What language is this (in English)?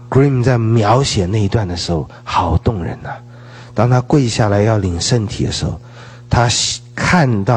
Chinese